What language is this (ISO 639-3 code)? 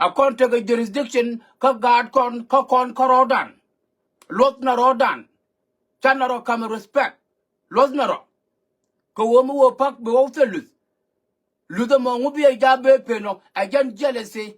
nus